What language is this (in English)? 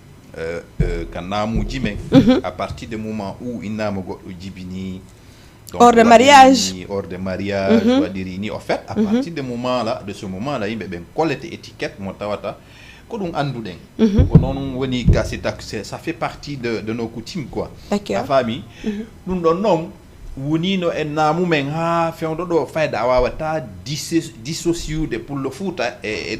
Fula